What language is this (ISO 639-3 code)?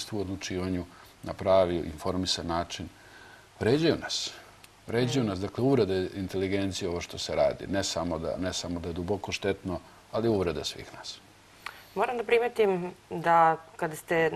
srp